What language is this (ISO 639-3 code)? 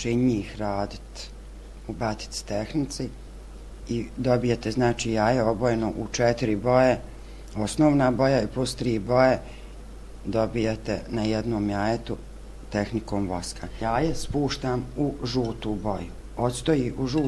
srp